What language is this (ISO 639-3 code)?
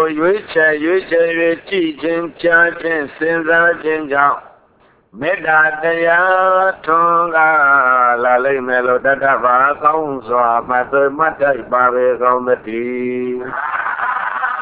mya